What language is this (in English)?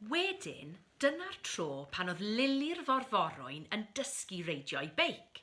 Welsh